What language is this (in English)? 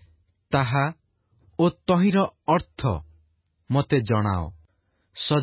Odia